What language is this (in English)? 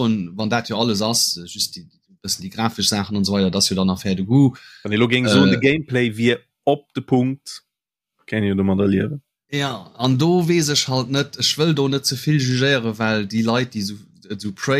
Luxembourgish